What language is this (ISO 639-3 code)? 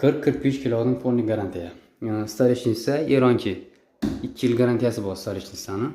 uzb